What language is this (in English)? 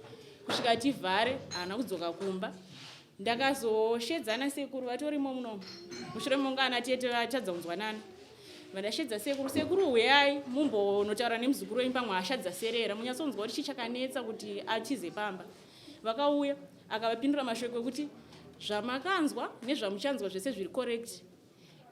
Shona